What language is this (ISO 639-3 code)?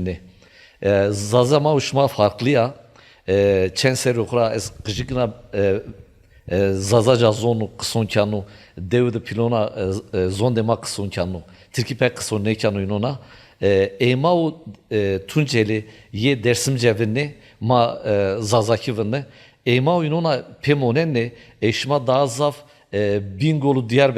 zza